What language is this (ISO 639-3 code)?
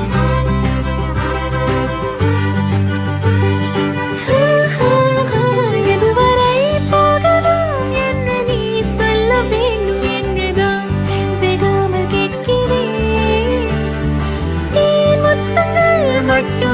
tam